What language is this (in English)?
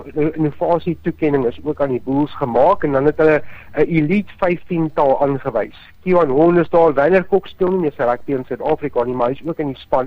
Afrikaans